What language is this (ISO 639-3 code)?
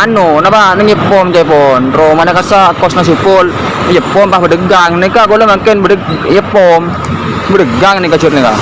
mad